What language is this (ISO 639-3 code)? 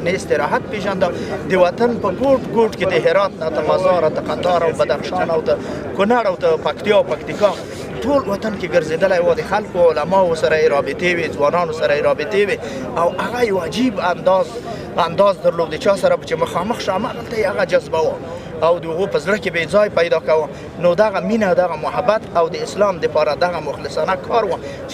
pus